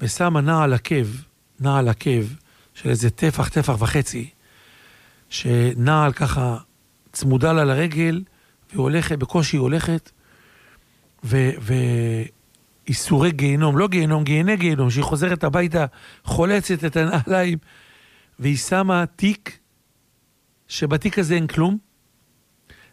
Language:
Hebrew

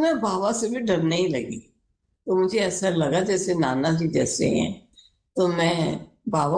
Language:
Hindi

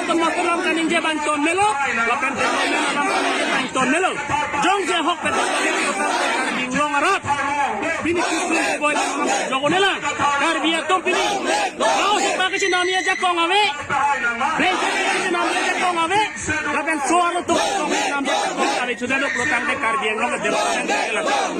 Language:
Karbi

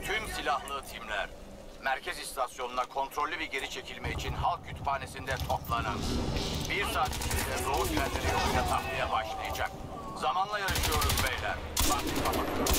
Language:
Turkish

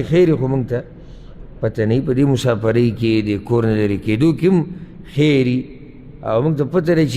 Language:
Pashto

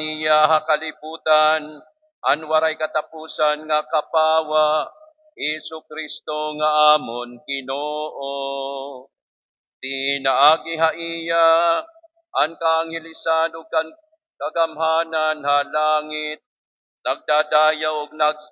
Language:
Waray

